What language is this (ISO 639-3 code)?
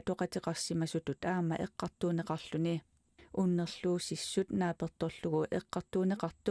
kal